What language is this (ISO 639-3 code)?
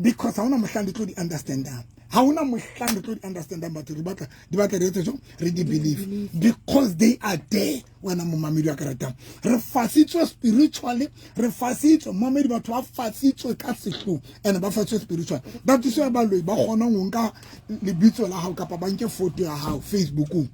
sot